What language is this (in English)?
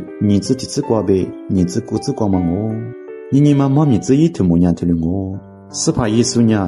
Lisu